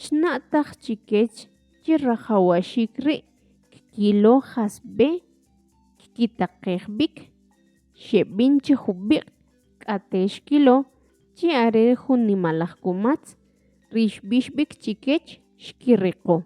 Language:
Kʼicheʼ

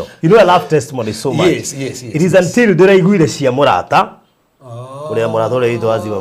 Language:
Kikuyu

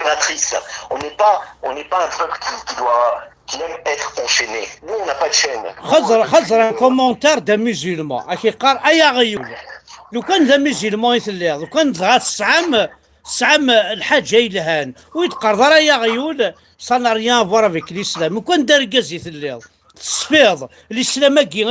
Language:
Kabyle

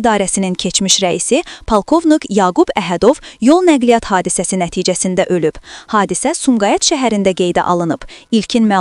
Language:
Azerbaijani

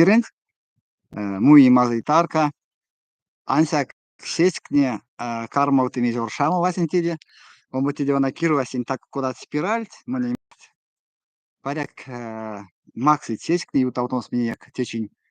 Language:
Erzya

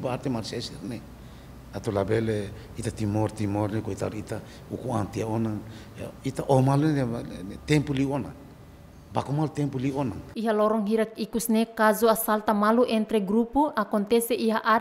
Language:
Tetum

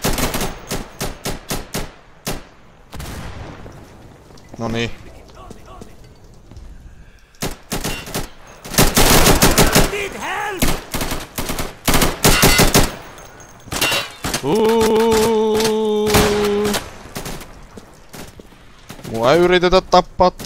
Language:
Finnish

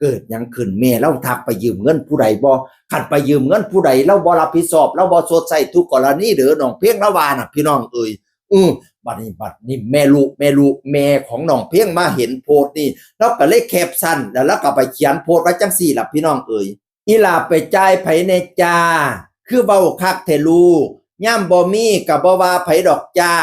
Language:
Northeastern Thai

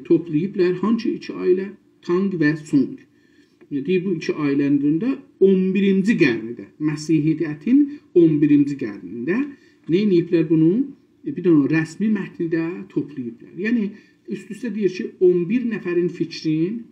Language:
South Azerbaijani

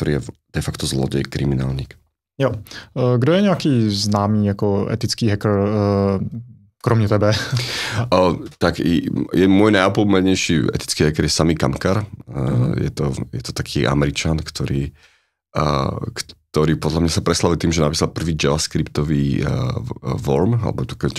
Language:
Slovak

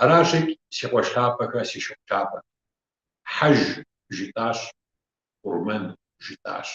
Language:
Kabardian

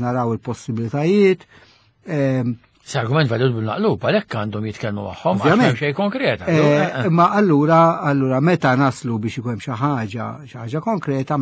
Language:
Maltese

